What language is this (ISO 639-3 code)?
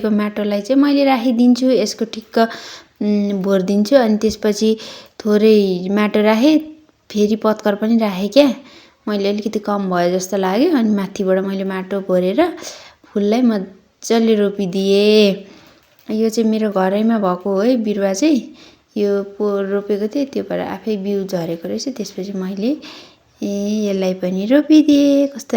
nep